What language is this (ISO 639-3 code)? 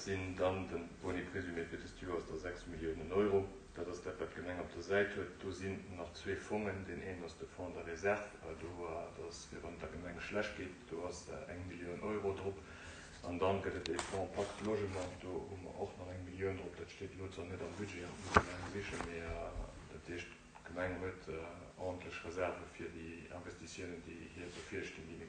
ltz